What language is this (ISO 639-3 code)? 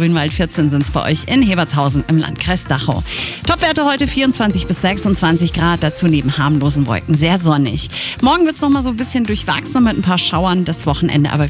deu